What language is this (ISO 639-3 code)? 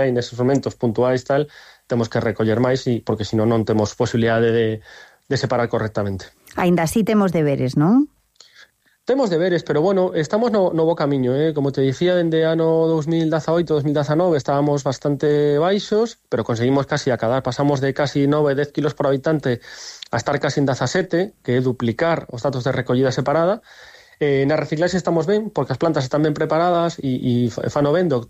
glg